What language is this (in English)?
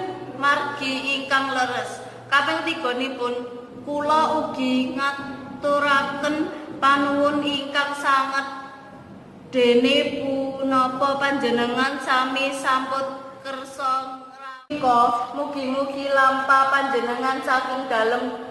Javanese